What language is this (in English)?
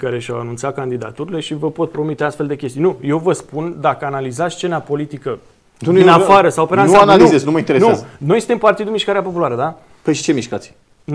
Romanian